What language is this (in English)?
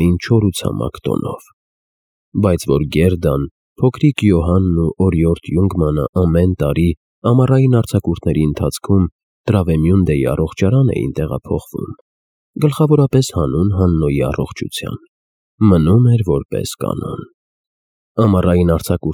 Armenian